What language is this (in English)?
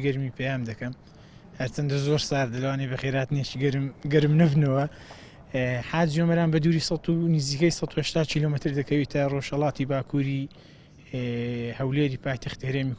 Central Kurdish